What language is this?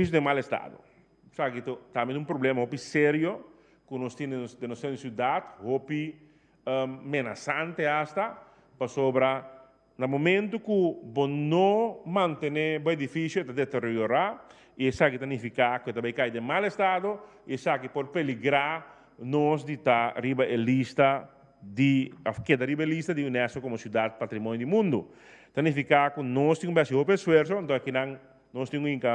Papiamento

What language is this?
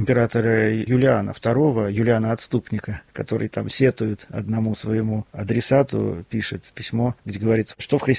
Russian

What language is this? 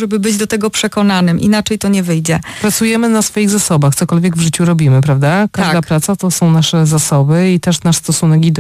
Polish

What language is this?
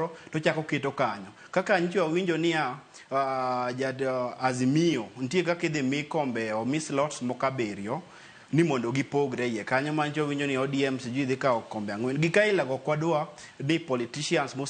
Luo (Kenya and Tanzania)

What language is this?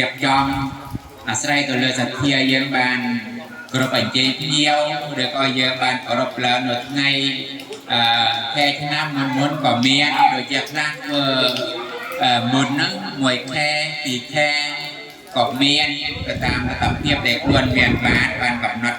Khmer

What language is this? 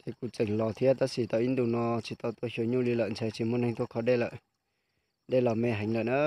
Hmong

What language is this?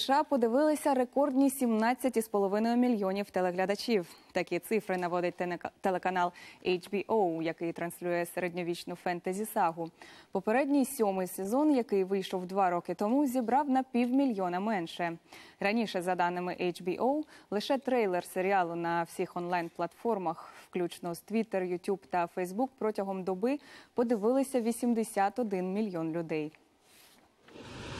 Ukrainian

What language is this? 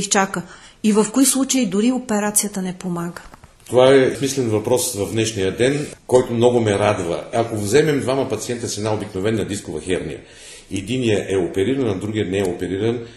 Bulgarian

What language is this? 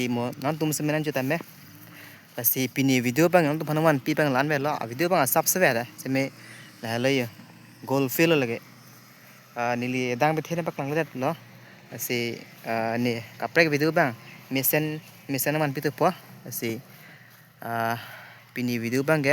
Karbi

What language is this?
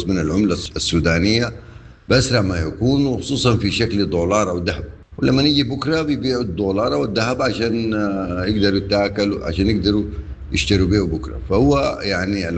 Sudanese Arabic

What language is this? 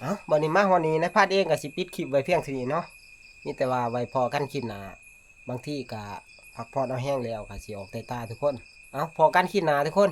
Northeastern Thai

